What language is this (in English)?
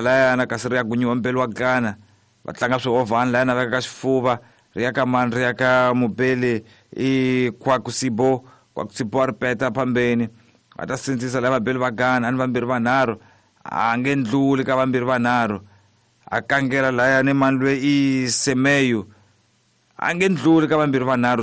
Tsonga